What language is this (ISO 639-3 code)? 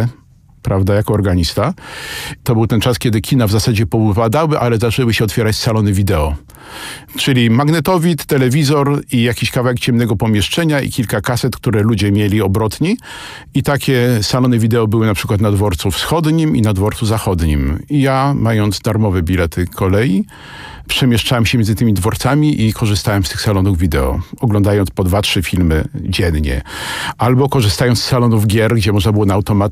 pol